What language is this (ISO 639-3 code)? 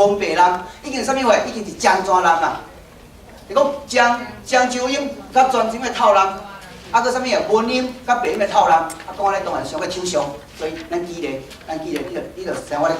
nan